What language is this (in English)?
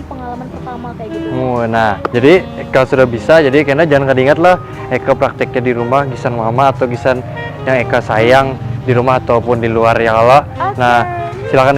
Banjar